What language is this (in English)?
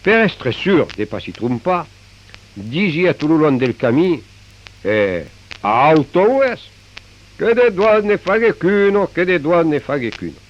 Occitan